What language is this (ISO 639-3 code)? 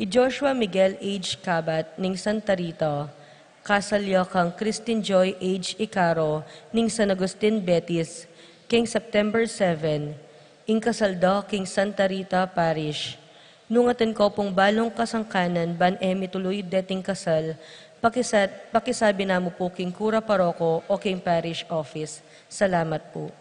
pam